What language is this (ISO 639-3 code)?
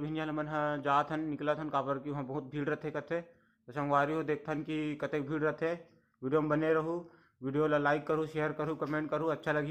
hne